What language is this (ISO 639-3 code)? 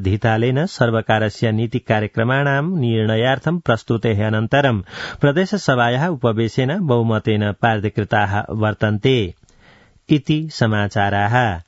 san